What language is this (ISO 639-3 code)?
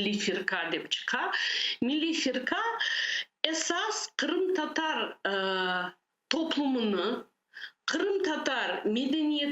crh